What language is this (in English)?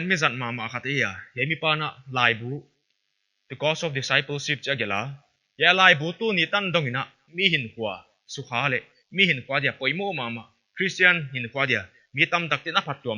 Paite Chin